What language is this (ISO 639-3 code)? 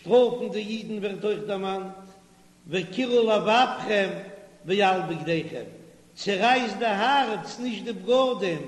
yid